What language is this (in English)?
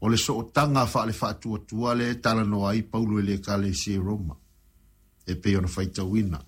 Samoan